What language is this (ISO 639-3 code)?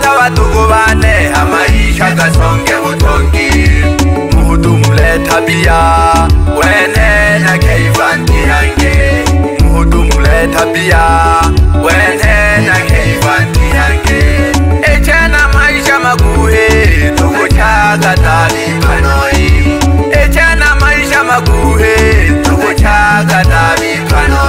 swa